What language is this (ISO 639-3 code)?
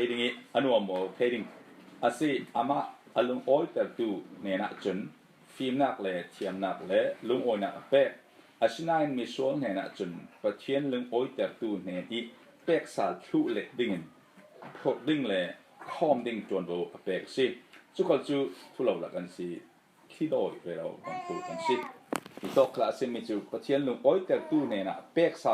cfm